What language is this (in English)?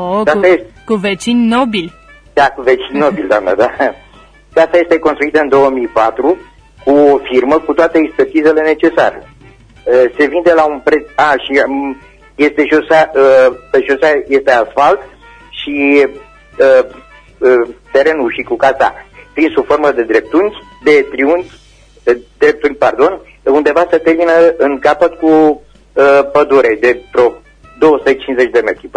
Romanian